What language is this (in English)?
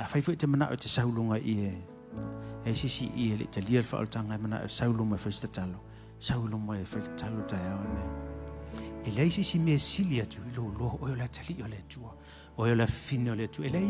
Samoan